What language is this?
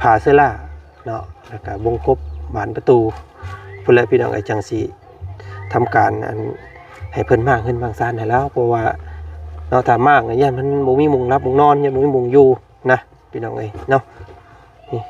Lao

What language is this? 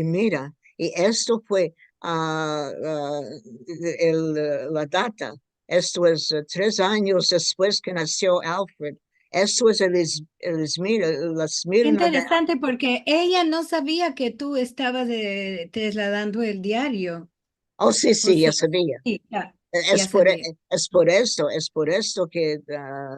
Ladino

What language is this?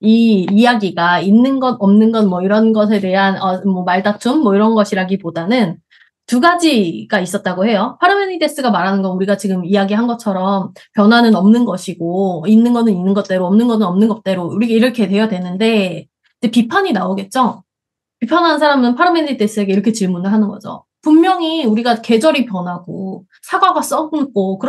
Korean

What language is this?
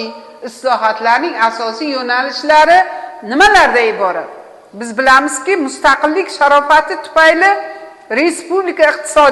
Uzbek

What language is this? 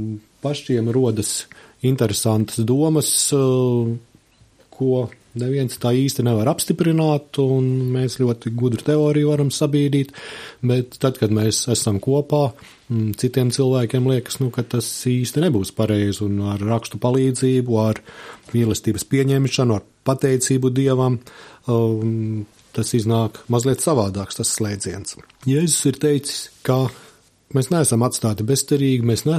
Latvian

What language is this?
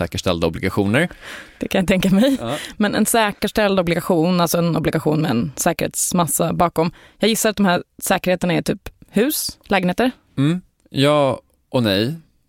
Swedish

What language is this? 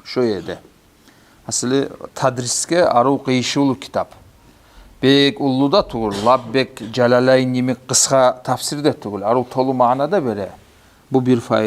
Kumyk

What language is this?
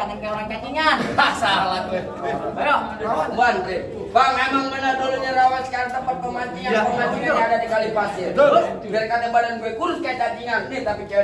Betawi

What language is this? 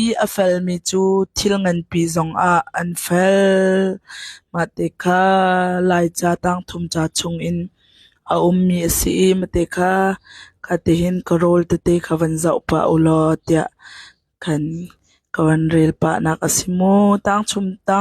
Hakha Chin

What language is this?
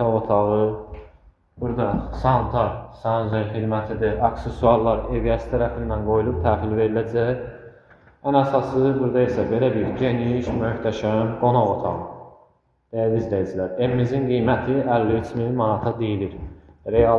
Azerbaijani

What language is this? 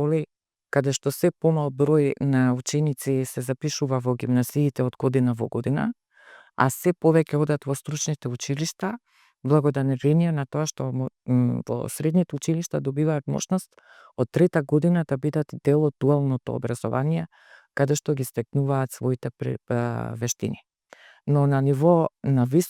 Macedonian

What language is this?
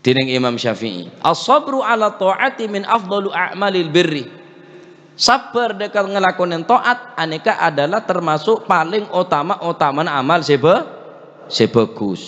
Madurese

